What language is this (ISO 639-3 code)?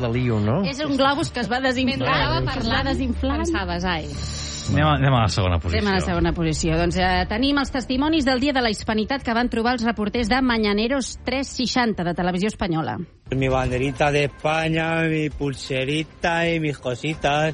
cat